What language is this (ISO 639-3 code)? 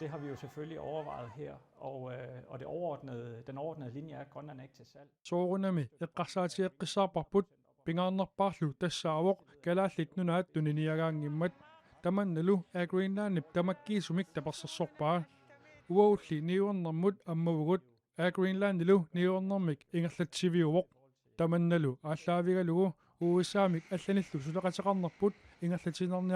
kal